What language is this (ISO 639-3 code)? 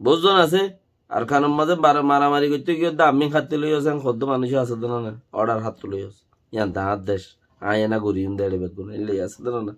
rhg